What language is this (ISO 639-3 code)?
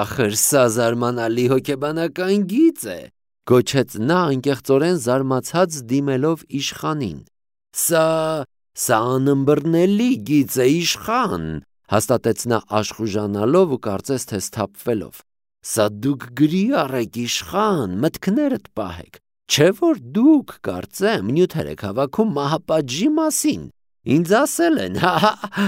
hye